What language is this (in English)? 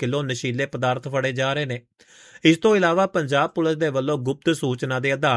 Punjabi